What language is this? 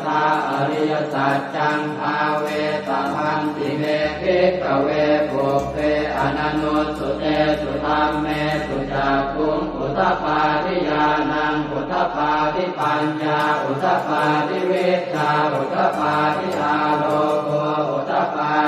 Pali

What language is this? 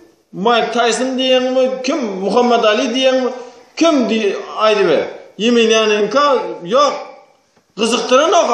Turkmen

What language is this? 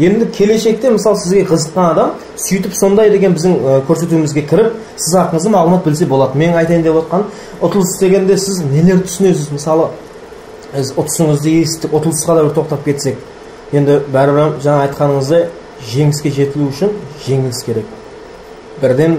Kara-Kalpak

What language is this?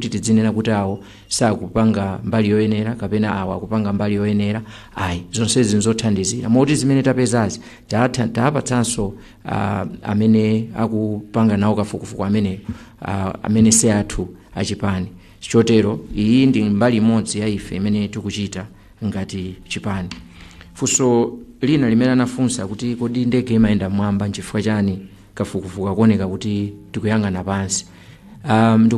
Nyanja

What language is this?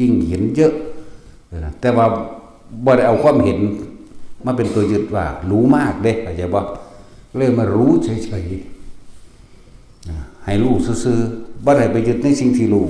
Northeastern Thai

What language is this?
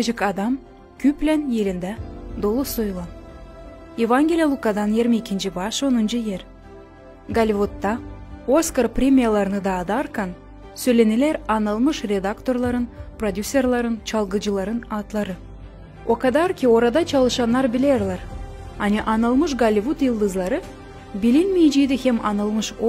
Gagauz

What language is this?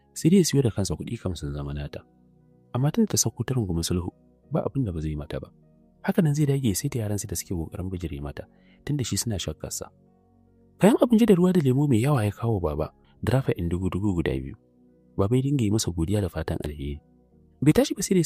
Hausa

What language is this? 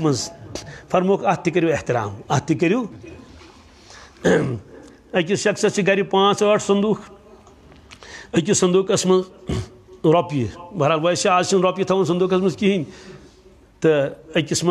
Kashmiri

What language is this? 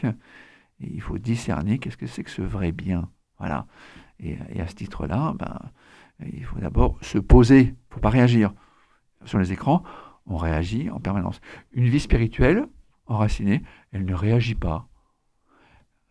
French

